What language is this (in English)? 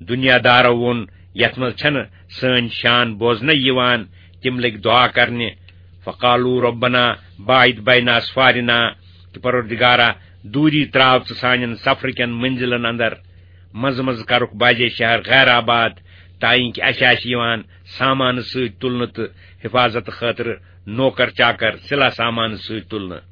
Kashmiri